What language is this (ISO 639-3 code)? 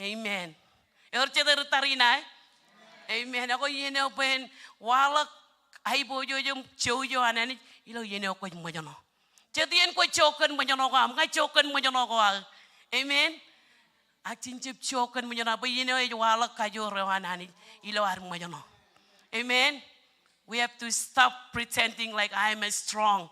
mah